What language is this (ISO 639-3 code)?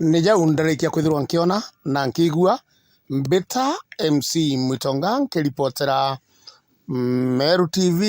mer